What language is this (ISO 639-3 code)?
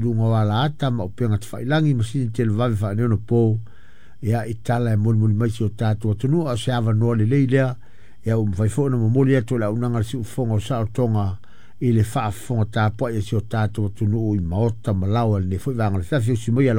smo